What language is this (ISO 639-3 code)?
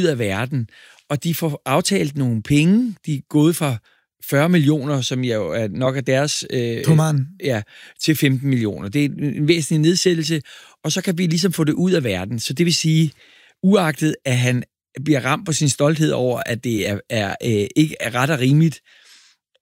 dan